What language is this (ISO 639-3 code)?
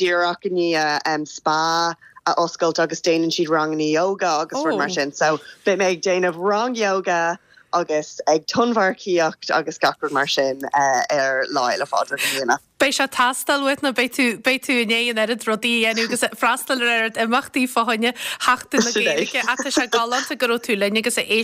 gle